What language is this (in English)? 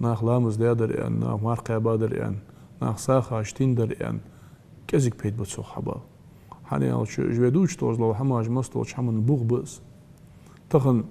Ingush